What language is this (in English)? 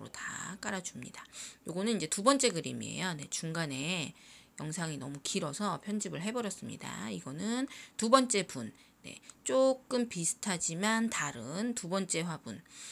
Korean